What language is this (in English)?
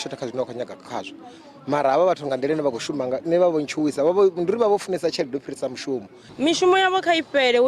Venda